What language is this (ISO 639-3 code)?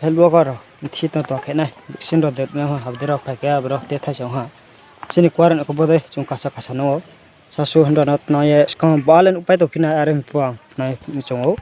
ria